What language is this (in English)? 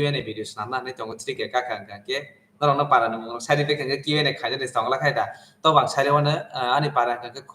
Kok Borok